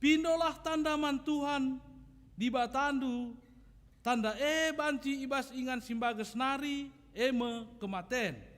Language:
Batak Karo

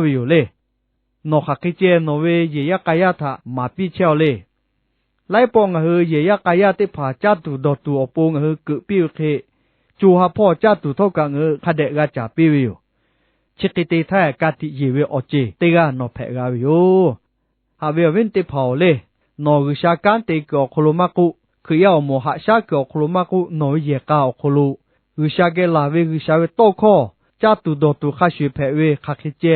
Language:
Lahu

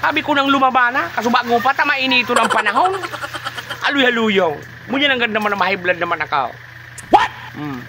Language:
Bikol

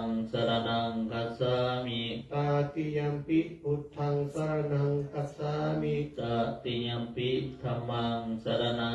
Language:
Pali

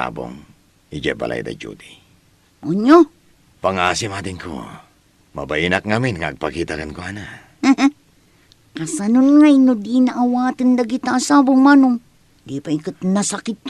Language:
Iloko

